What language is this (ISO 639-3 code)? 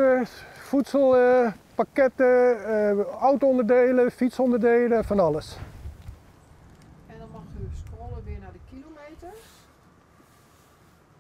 nld